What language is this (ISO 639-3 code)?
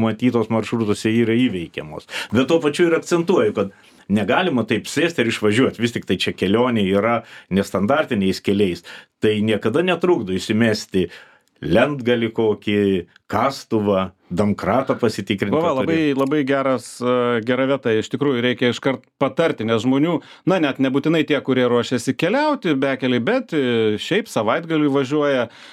lit